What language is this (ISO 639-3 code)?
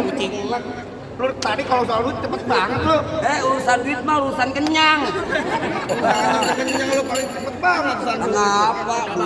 bew